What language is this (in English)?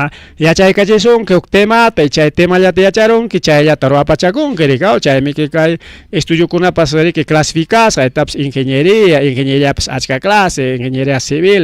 Ayacucho Quechua